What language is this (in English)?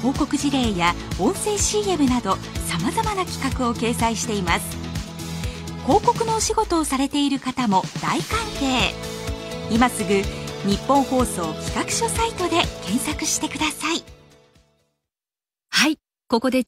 Japanese